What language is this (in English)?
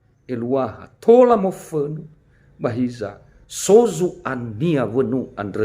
Nias